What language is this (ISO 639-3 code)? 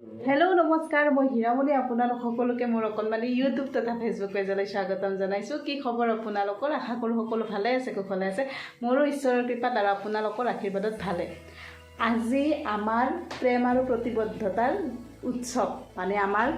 asm